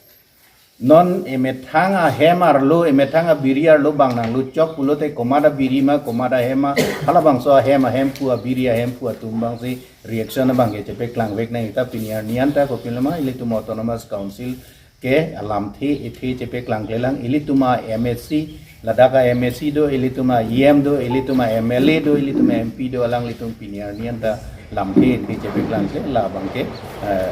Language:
Karbi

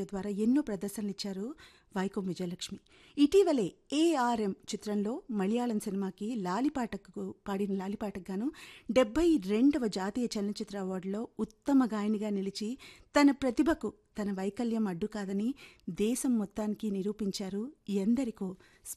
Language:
Telugu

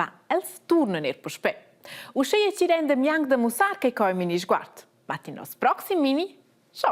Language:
Romansh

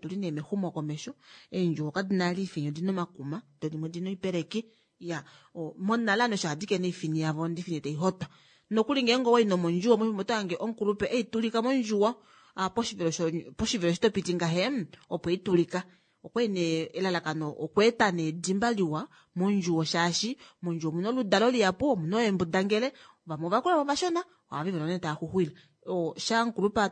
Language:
Kuanyama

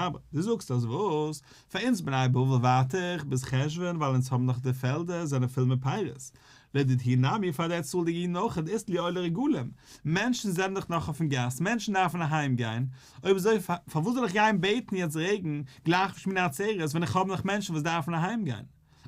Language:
Yiddish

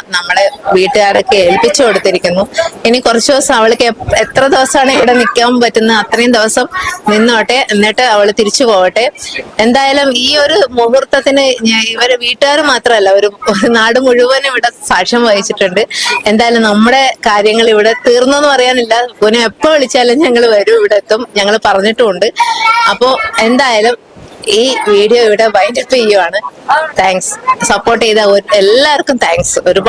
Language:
Malayalam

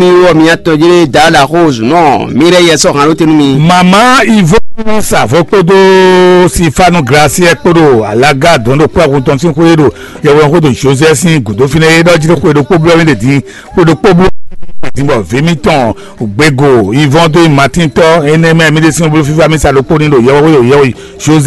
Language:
Fon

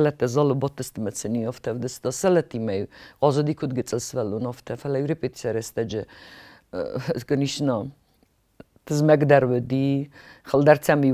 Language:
Ossetic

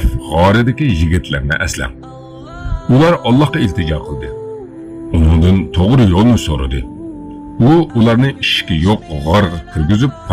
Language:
Uyghur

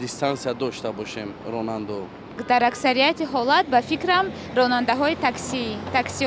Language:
Tajik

